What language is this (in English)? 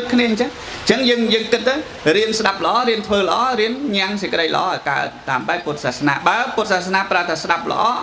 Khmer